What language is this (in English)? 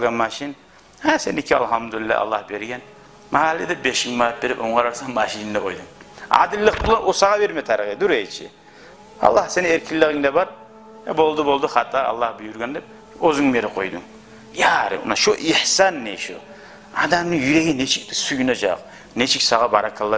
Kumyk